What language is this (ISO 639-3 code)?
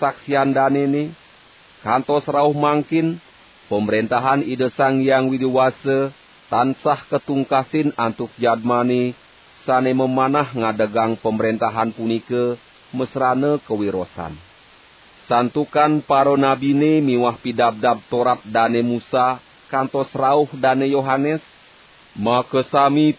ban